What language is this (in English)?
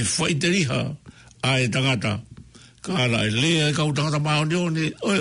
Tongan